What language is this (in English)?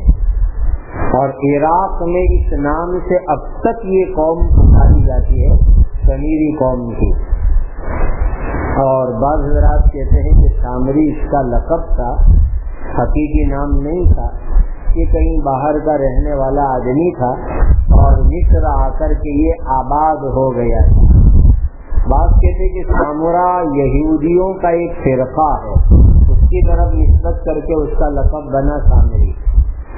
Urdu